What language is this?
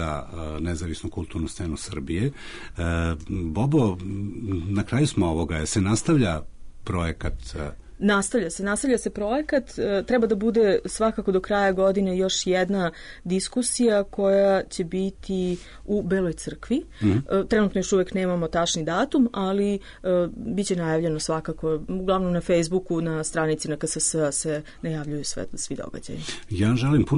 Serbian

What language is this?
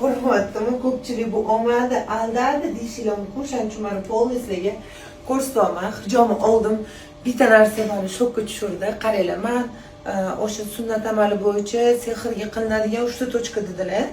Uzbek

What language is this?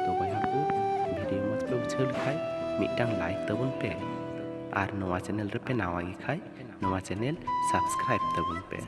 Santali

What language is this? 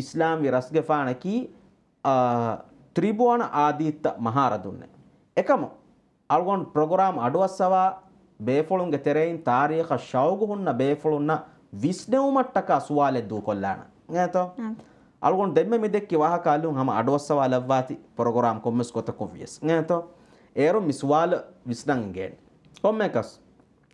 Divehi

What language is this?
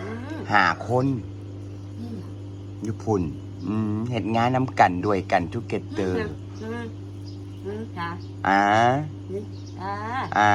Northeastern Thai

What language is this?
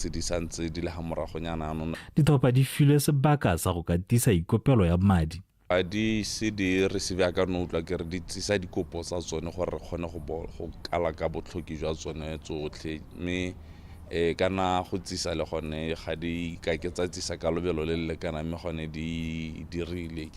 Tswana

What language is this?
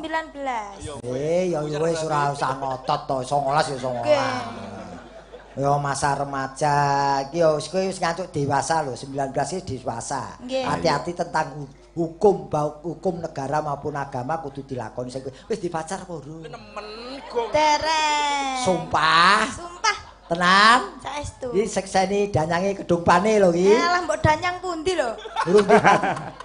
Javanese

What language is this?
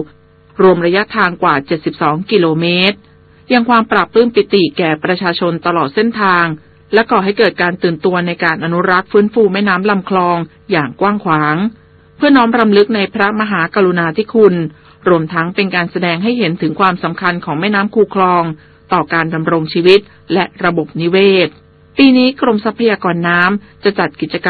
Thai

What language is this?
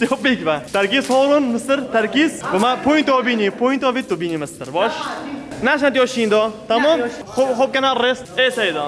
Kurdish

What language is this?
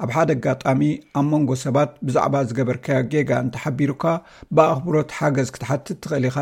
Tigrinya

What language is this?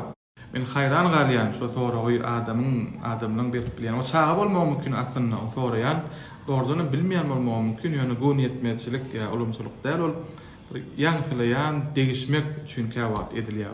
Turkmen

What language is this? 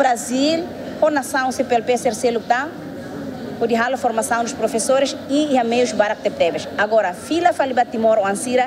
Tetum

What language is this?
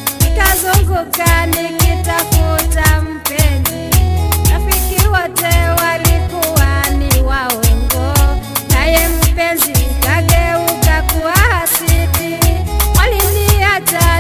Swahili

